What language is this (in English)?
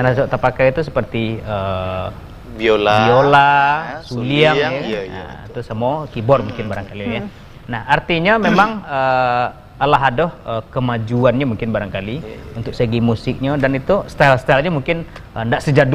Minangkabau